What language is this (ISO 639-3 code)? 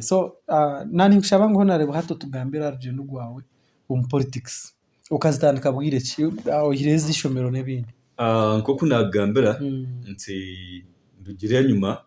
nyn